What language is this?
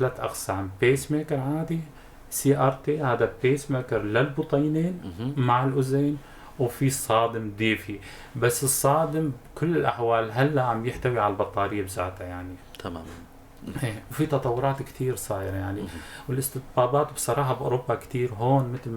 North Levantine Arabic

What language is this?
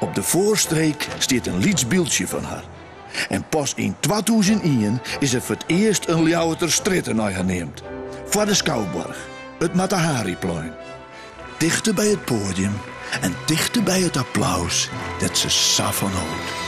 Western Frisian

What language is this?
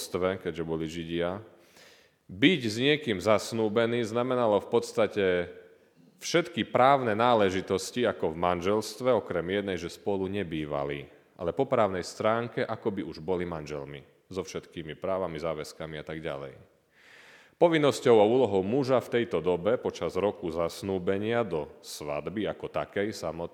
Slovak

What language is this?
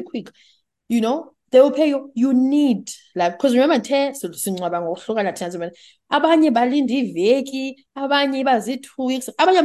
Xhosa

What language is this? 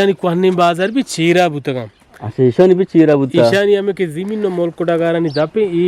Eastern Balochi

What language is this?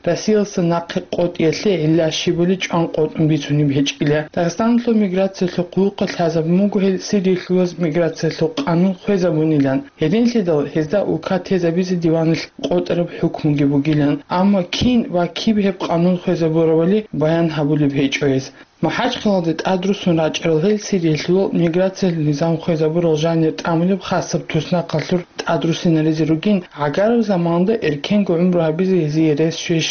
Avaric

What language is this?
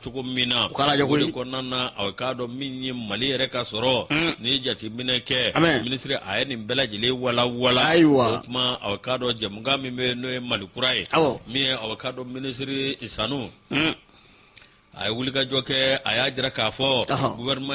Bambara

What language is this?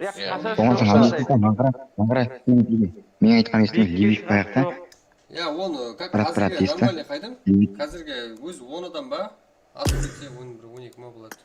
Kara-Kalpak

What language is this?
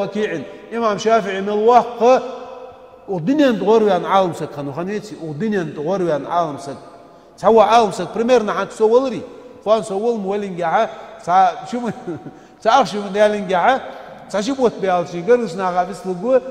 Ingush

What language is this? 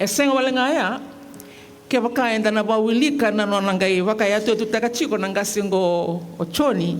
Fijian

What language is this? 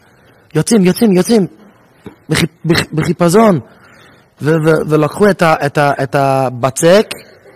Hebrew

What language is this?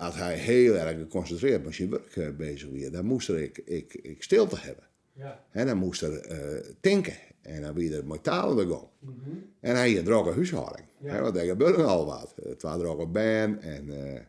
Western Frisian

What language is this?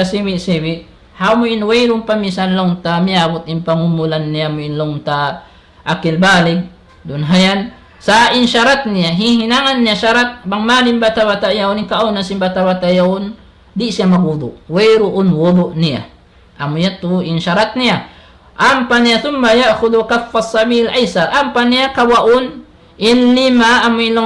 Tausug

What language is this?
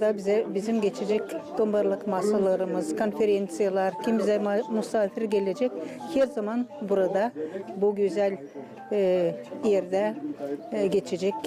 Gagauz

